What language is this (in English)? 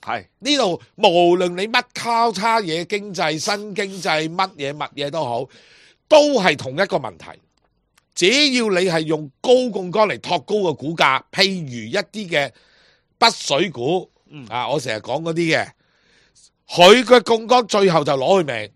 Cantonese